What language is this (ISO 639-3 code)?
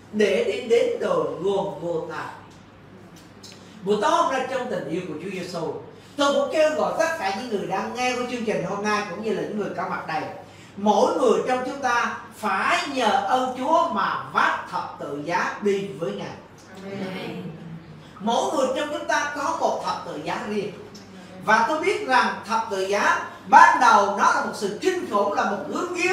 vie